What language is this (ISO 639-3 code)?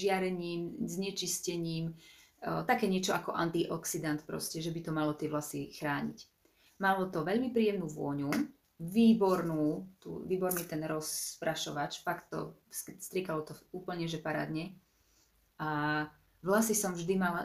slk